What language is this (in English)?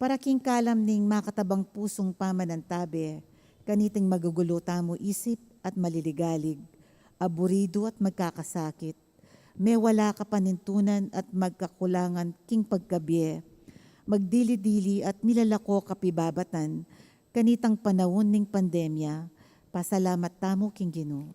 Pampanga